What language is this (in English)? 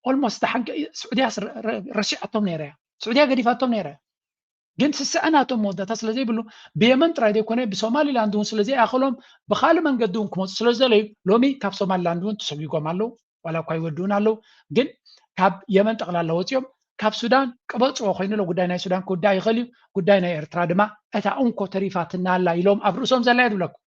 Tigrinya